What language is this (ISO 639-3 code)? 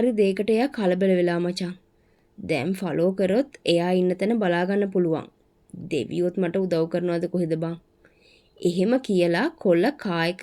sin